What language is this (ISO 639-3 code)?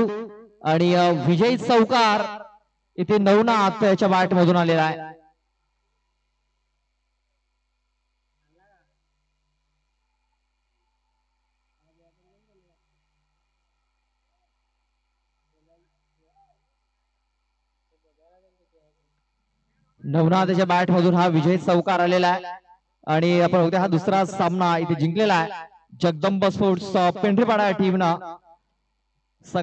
mar